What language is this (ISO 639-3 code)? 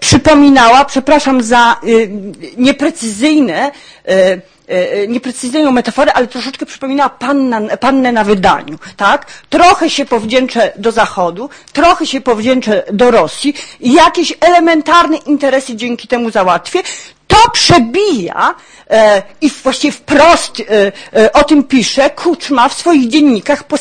pol